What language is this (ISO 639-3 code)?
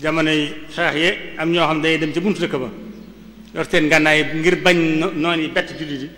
wol